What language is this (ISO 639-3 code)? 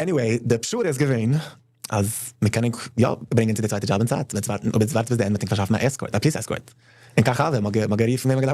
yid